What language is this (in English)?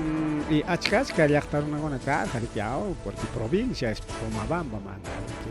Ayacucho Quechua